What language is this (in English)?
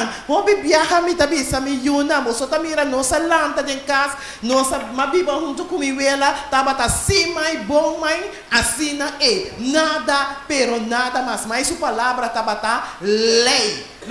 Papiamento